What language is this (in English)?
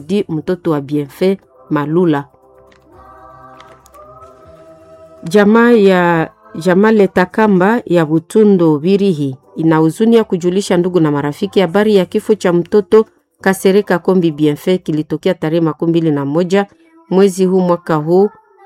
Swahili